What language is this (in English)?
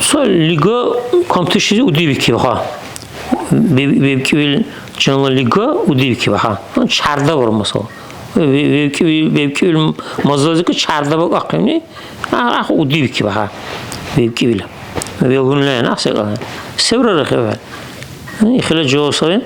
Dargwa